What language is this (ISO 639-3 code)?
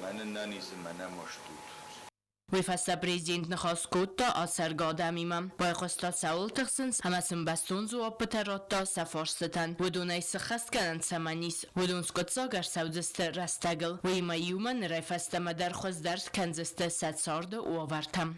oss